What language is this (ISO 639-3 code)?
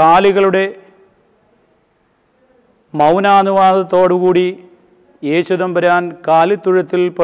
mal